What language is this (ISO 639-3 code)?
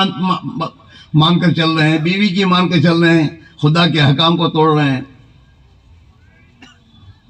urd